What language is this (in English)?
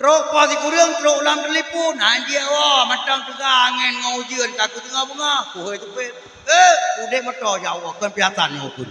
Achinese